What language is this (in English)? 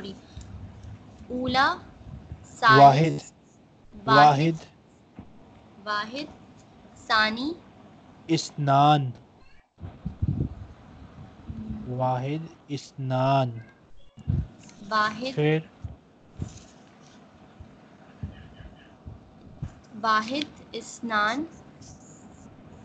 Urdu